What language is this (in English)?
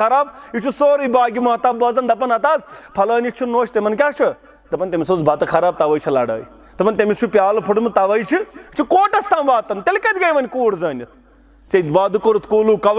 Kashmiri